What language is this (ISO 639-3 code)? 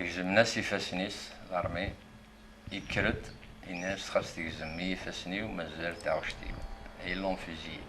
kab